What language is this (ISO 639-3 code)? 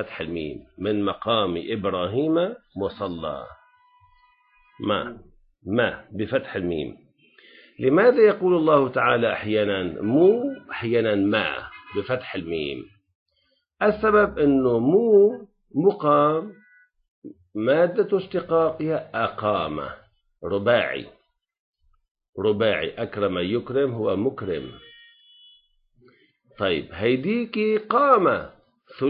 ara